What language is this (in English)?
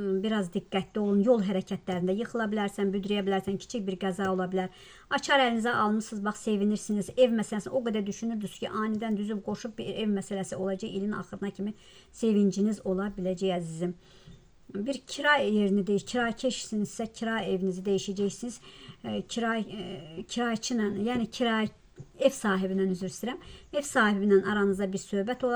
Azerbaijani